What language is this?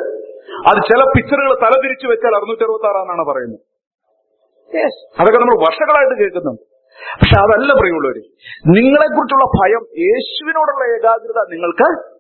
Malayalam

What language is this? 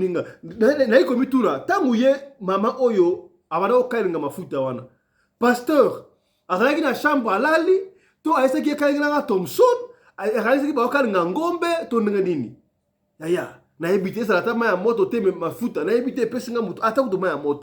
Lingala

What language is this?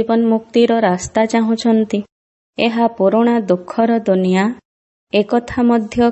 Odia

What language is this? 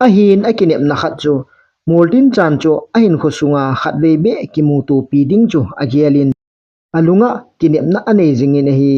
Thado Chin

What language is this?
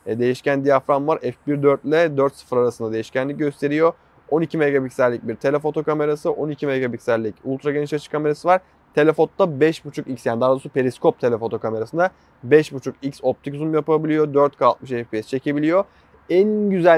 Turkish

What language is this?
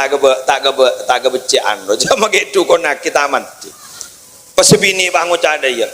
Madurese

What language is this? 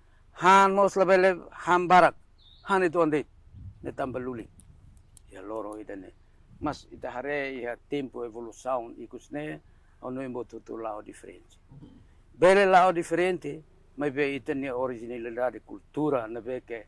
Tetum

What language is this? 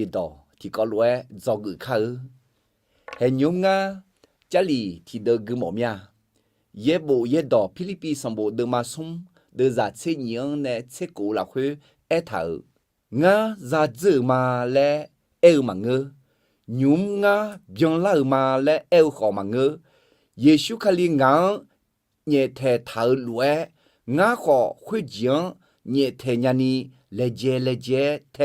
Akha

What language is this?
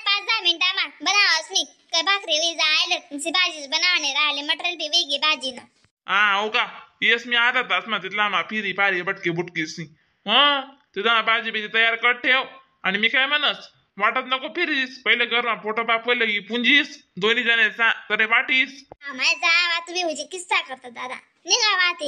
Khandesi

